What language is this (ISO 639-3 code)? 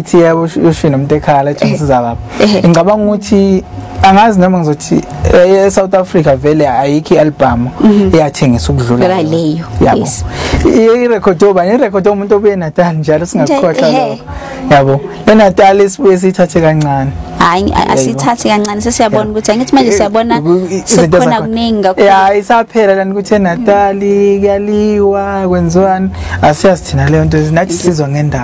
zul